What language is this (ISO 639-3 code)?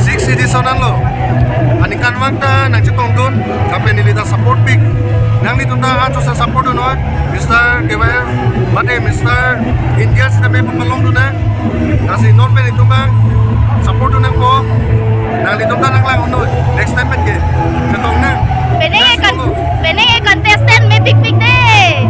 mjw